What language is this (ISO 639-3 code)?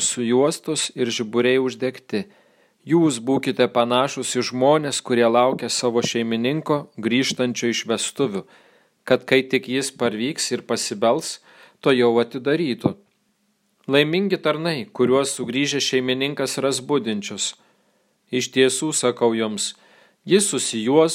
lit